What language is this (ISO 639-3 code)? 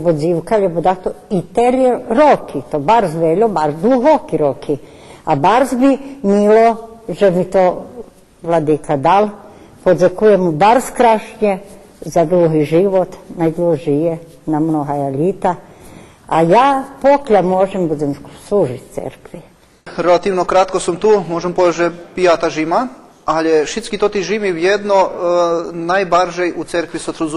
rue